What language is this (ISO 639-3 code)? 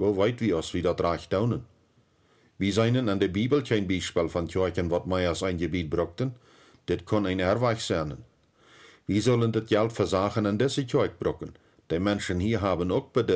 pdt